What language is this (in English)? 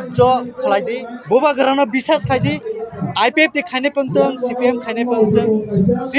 Kok Borok